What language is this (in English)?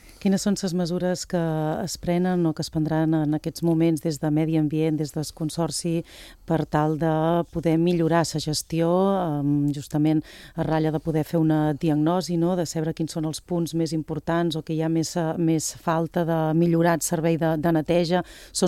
Catalan